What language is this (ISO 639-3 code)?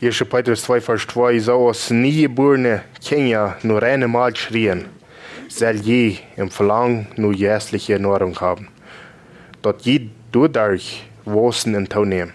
pdt